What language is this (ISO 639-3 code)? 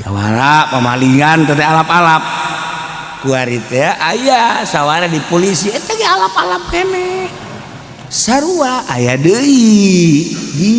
sun